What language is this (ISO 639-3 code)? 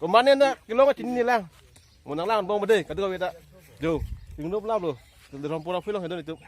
mjw